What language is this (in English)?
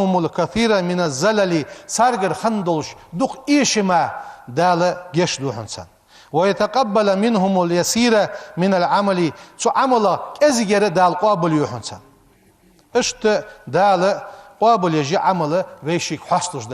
Ingush